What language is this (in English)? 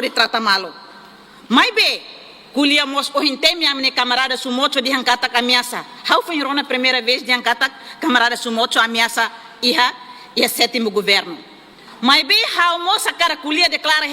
Tetum